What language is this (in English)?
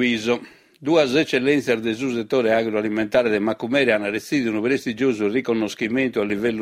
Sardinian